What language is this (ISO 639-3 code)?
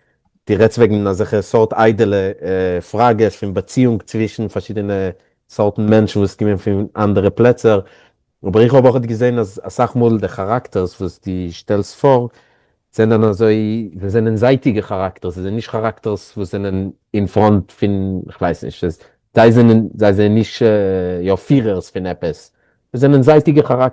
yid